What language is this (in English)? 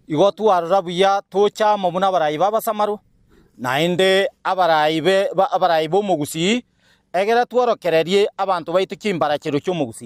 Gusii